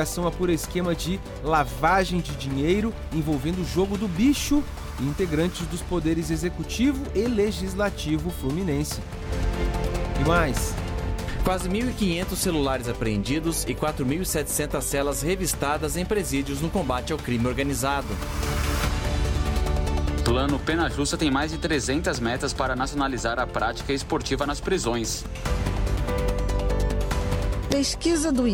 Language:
Portuguese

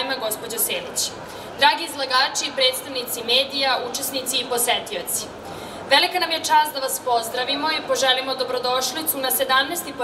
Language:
Serbian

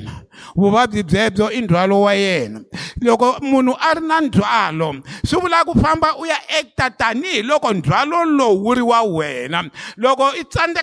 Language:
Tsonga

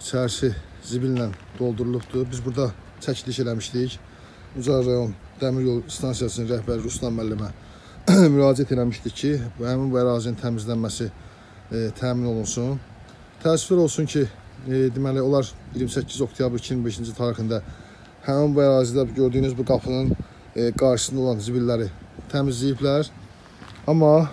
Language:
Azerbaijani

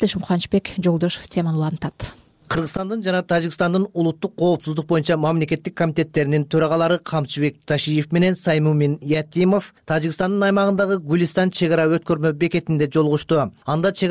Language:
Kyrgyz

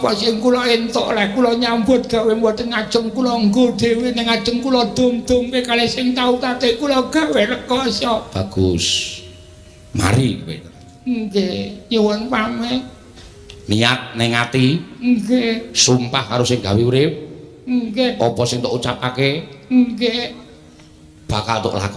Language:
Javanese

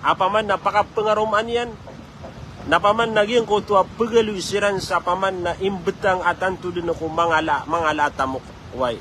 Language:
Maranao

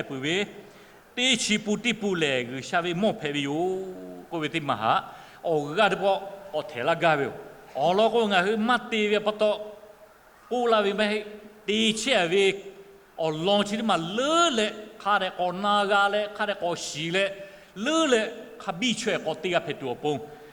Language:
Lahu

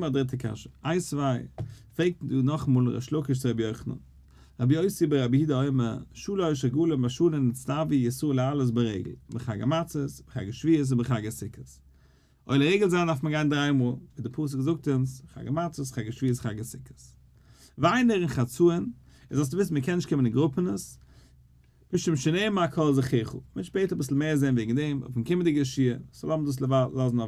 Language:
Yiddish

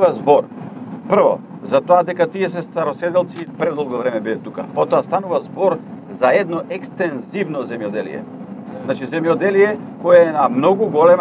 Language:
Macedonian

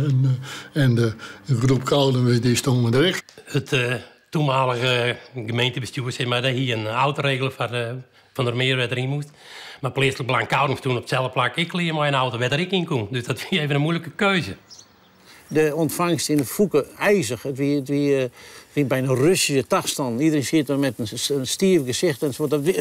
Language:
Western Frisian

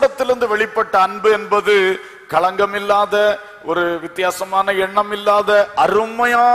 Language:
Tamil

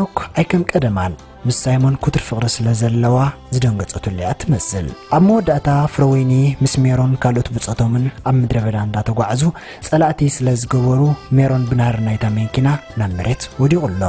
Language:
Tigrinya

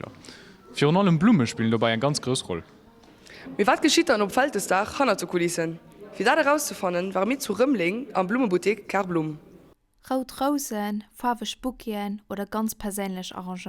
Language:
Luxembourgish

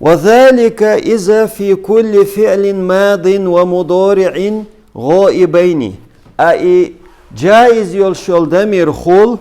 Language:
Chechen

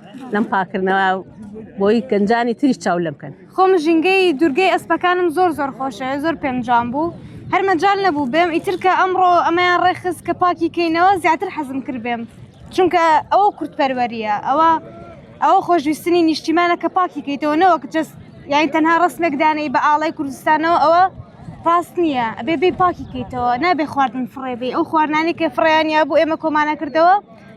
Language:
Central Kurdish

